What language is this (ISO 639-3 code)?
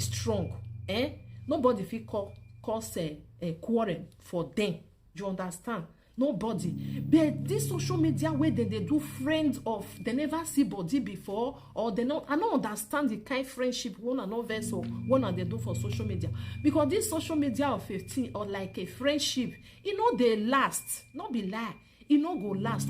pcm